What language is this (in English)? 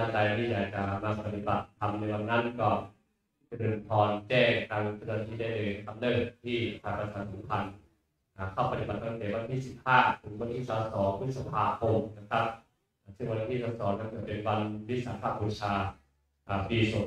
Thai